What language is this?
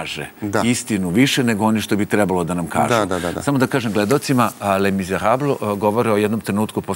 Serbian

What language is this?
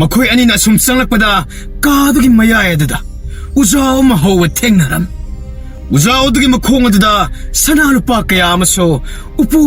Manipuri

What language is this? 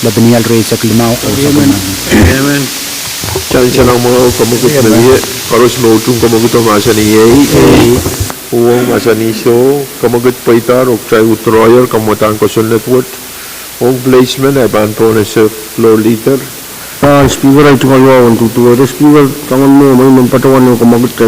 Pohnpeian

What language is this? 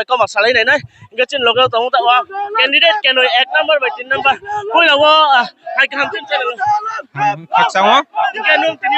Riang (India)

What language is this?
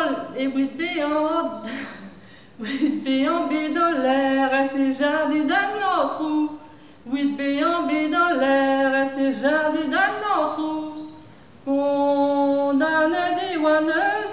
Breton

